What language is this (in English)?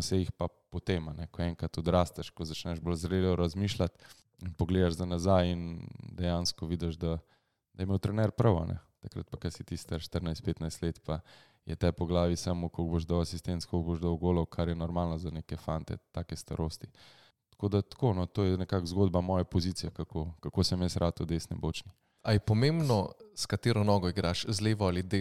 Slovenian